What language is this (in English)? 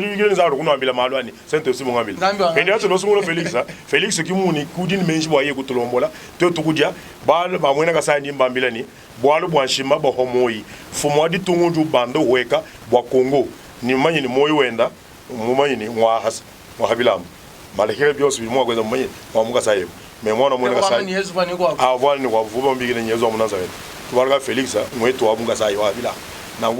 Luba-Lulua